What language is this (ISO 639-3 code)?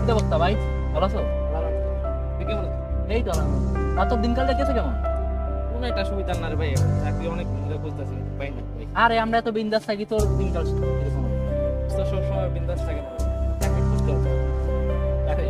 syl